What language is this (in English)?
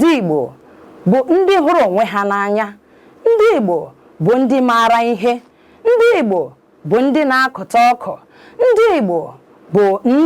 Igbo